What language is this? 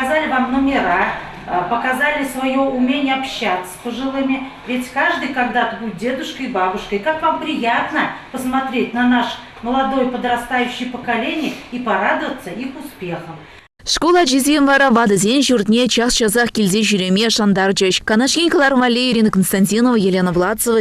Chuvash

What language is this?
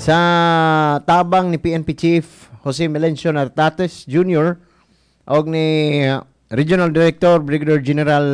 Cebuano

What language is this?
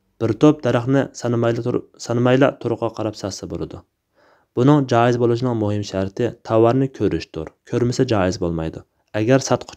Uyghur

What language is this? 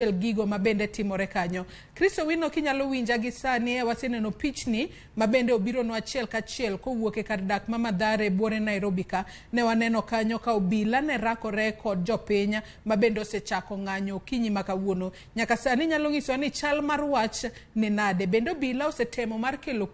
Luo (Kenya and Tanzania)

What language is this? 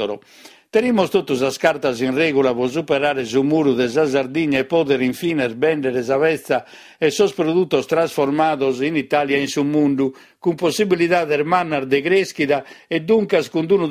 Sardinian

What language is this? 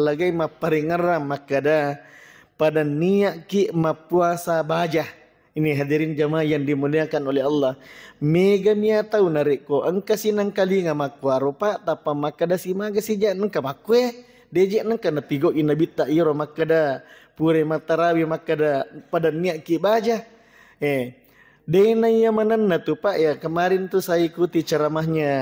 Buginese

